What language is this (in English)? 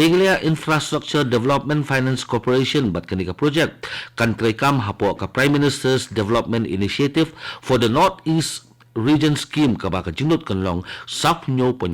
Khasi